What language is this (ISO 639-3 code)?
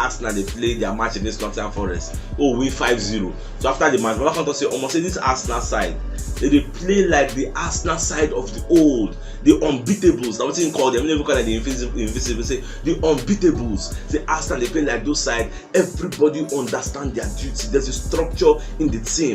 pcm